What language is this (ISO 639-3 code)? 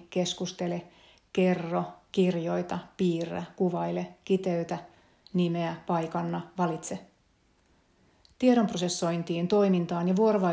fin